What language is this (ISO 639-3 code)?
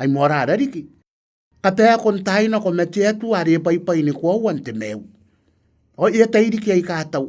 gil